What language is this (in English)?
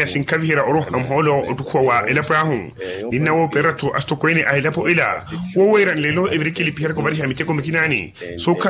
Makhuwa